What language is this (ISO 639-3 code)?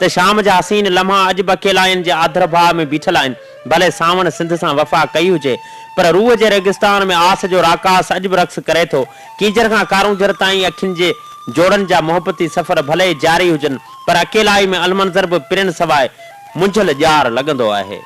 snd